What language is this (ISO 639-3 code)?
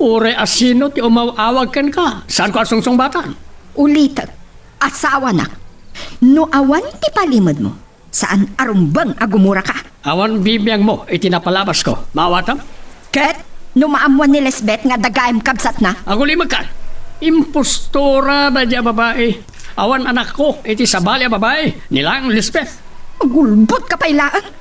ilo